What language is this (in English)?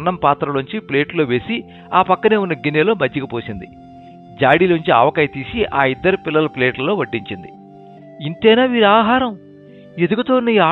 Telugu